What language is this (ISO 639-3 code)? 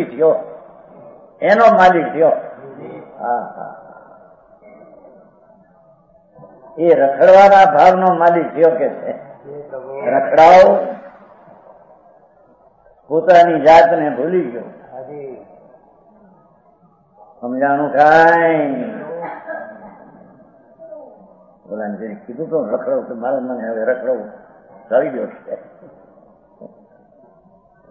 guj